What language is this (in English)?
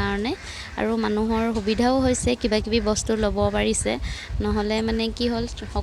Assamese